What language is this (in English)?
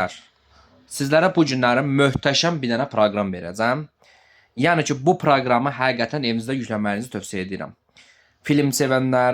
Azerbaijani